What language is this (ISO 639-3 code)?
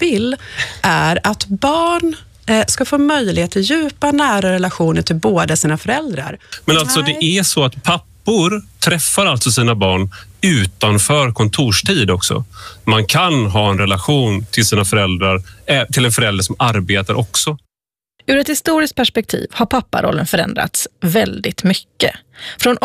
swe